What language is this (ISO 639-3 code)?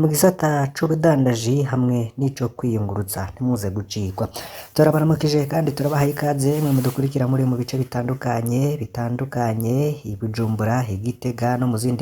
run